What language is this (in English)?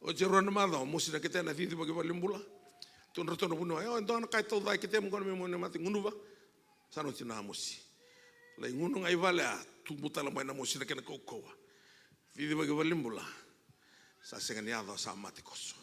Fijian